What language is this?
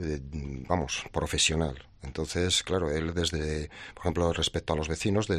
Spanish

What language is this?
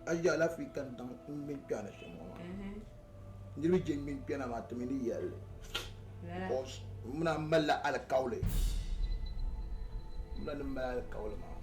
Dagbani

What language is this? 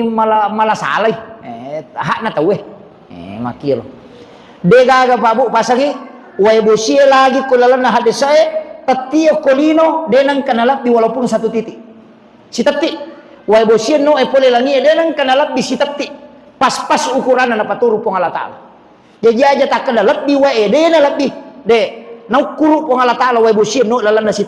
Buginese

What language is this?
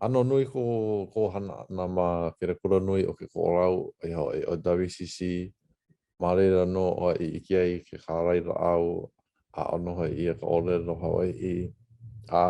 Hawaiian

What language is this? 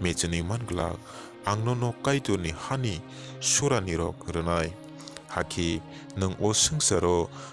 Kok Borok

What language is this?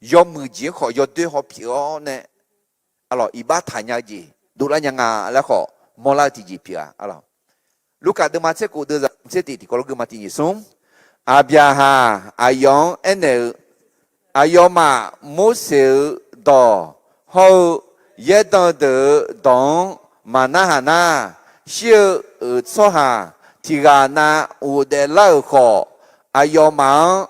Akha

